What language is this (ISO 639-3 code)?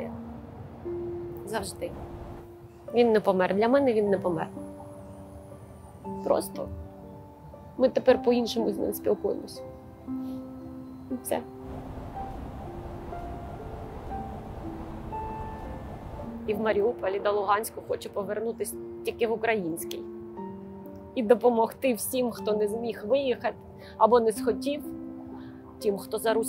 ukr